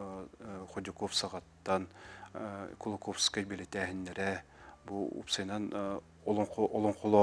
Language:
Yakut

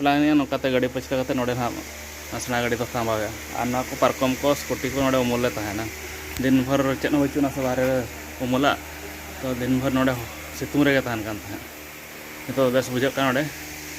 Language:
Santali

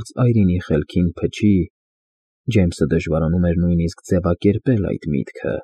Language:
Armenian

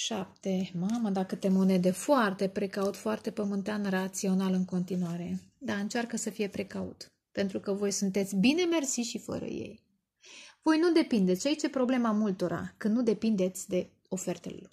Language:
Romanian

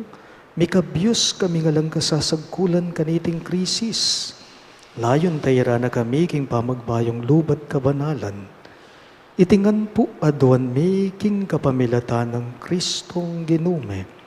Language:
Pampanga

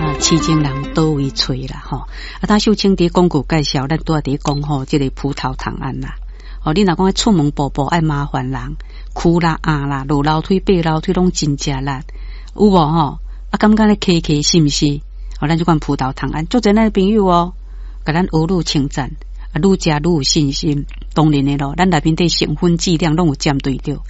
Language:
Min Nan Chinese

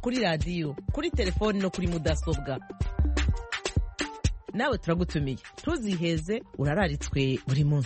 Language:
Kinyarwanda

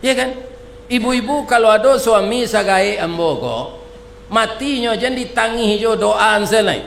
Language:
Minangkabau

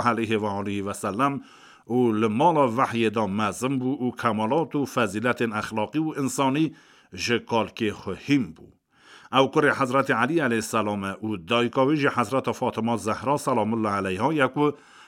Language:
Kurdish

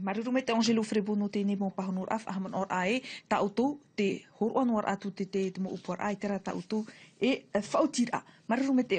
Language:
Tahitian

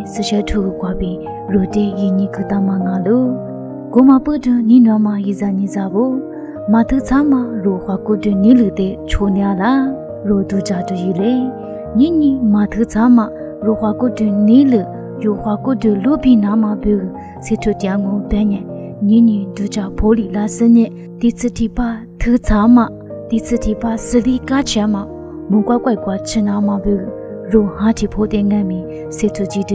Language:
Lisu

